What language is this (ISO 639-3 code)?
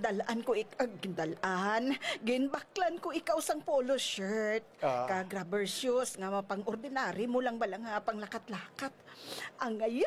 hil